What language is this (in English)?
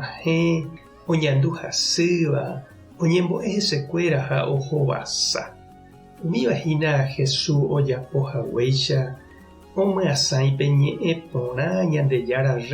Guarani